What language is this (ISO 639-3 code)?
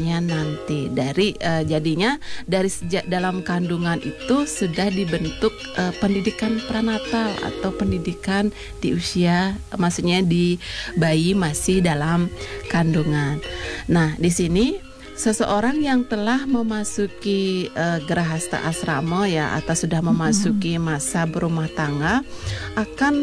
ind